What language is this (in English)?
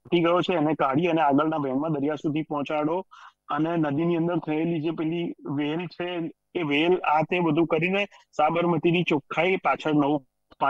Gujarati